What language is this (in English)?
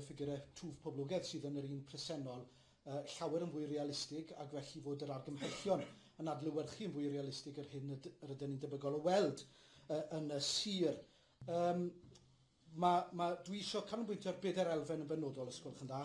Welsh